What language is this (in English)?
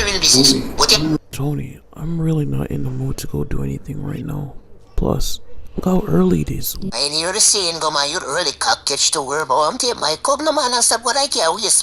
Jamaican Creole English